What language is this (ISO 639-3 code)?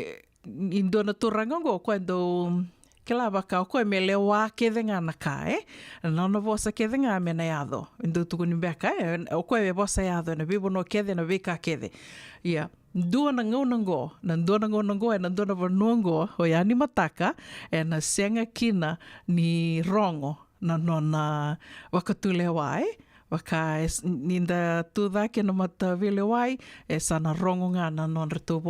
fij